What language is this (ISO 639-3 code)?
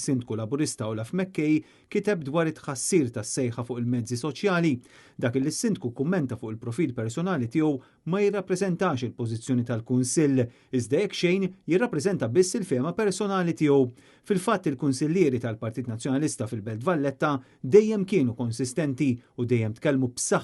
mlt